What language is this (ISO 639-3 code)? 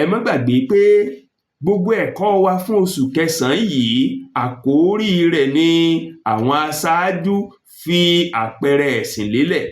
yor